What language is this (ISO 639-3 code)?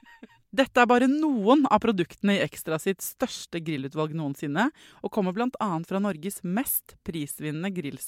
nor